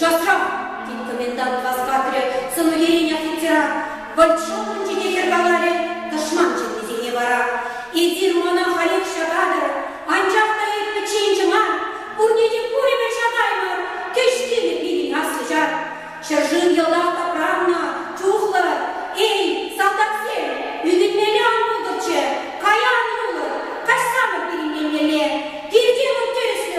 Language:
Chuvash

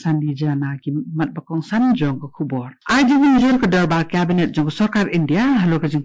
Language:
Khasi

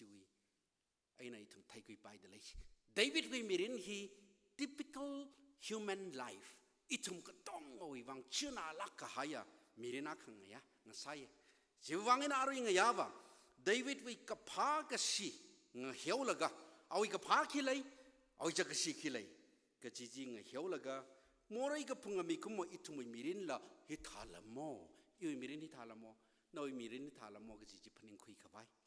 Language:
Tangkhul Naga (India)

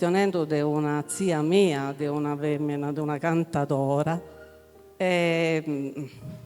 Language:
Sardinian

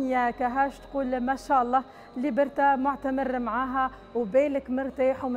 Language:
Tunisian Arabic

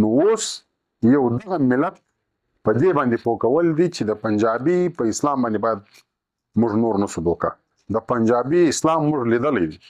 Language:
Pashto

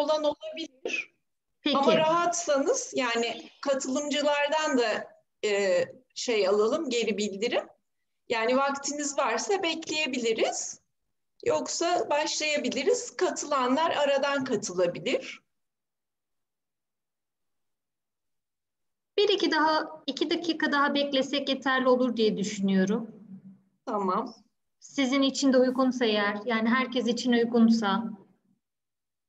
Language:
Turkish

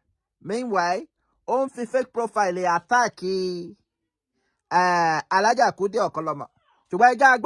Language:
Yoruba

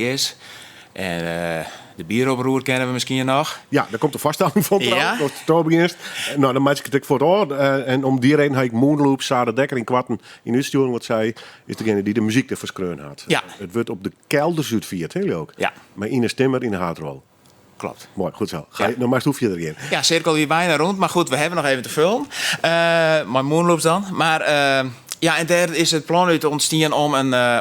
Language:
Western Frisian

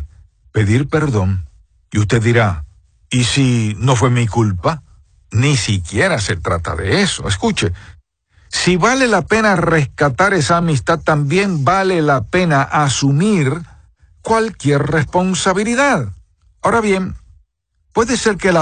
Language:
Spanish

